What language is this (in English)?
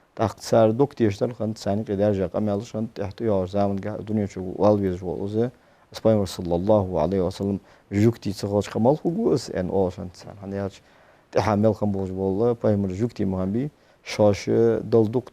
Ingush